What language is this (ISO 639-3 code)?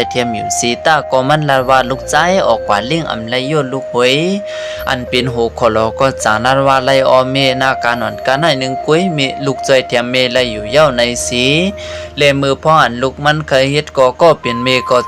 shn